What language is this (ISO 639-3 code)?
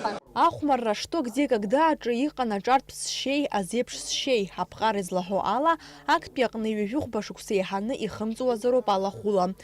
abk